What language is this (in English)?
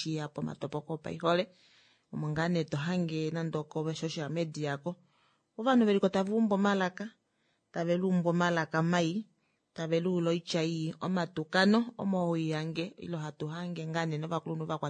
Kuanyama